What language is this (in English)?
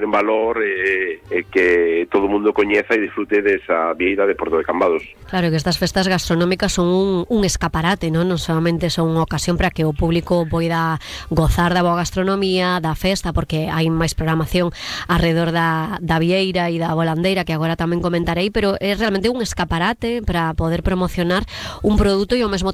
Galician